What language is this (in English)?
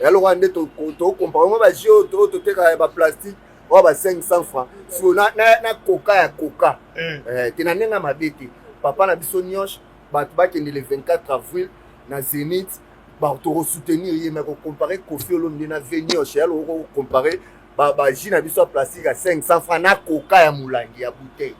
Lingala